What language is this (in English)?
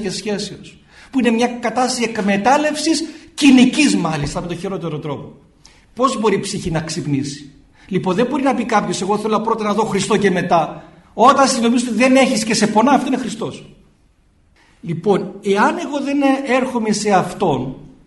Greek